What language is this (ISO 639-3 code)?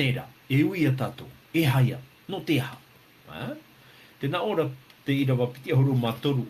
tah